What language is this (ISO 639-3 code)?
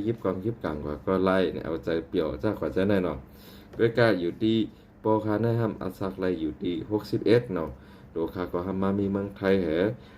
shn